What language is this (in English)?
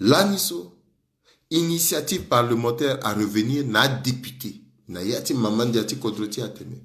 Sango